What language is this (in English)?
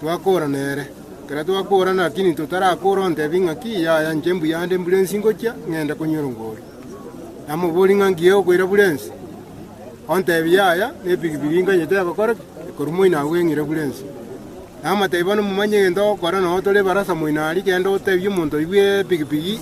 Gusii